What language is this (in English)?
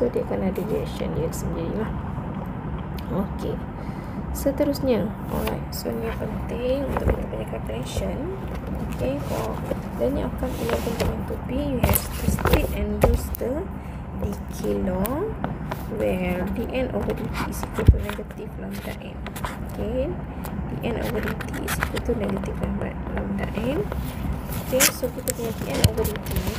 Malay